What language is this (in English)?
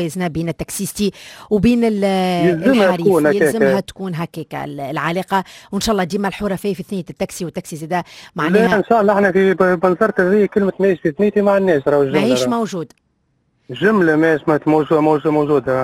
Tunisian Arabic